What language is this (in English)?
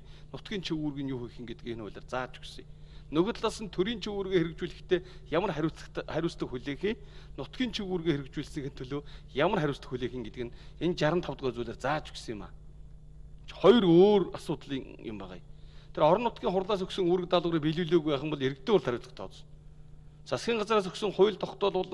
Mongolian